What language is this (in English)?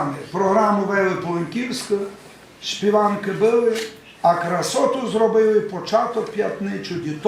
Rusyn